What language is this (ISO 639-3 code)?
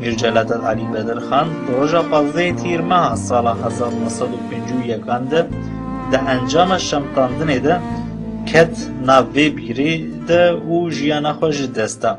kur